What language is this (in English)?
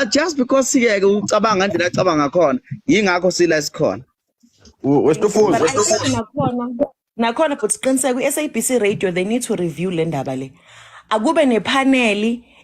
Zulu